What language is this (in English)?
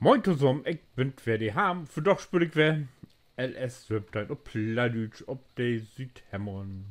Low German